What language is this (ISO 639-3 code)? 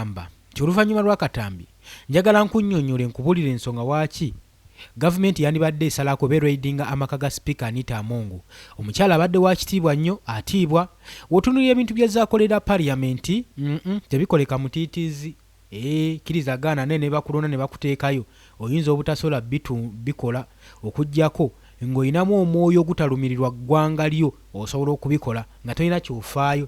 lug